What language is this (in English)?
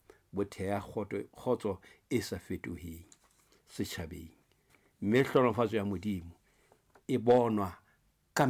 Southern Sotho